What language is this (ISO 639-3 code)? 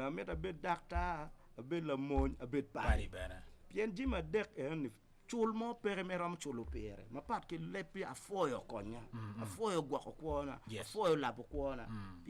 ach